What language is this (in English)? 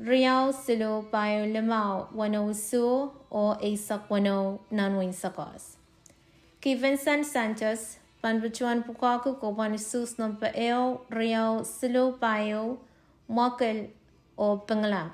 Pohnpeian